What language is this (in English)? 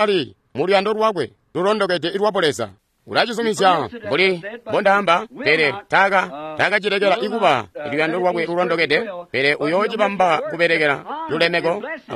Tonga (Zambia)